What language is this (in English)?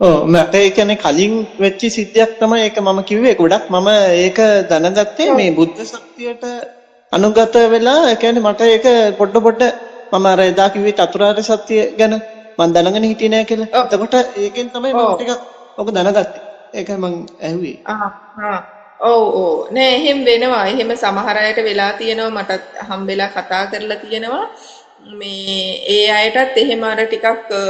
Sinhala